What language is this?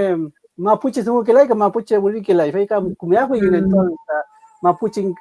Mapuche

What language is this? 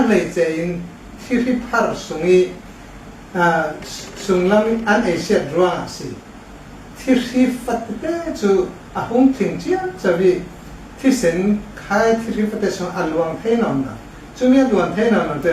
Hakha Chin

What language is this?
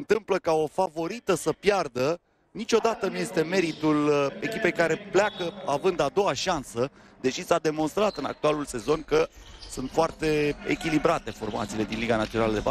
Romanian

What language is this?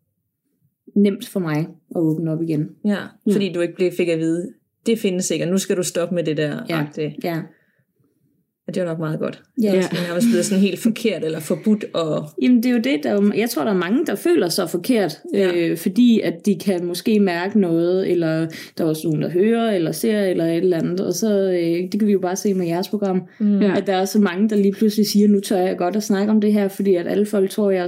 Danish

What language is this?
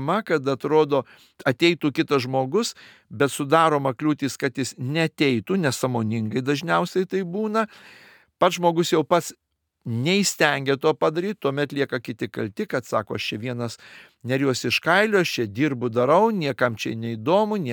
Lithuanian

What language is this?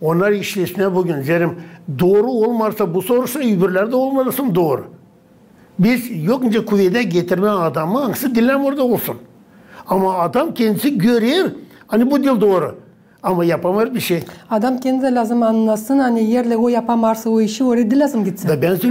Gagauz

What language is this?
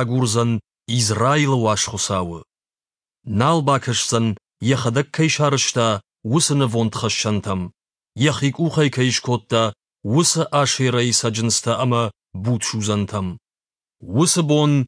Ossetic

